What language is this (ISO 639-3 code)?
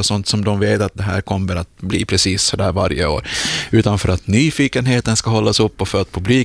swe